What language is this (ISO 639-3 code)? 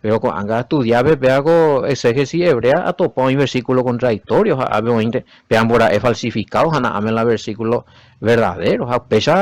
grn